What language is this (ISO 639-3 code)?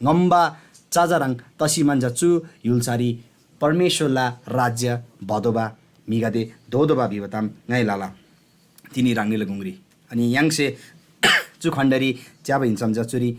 taj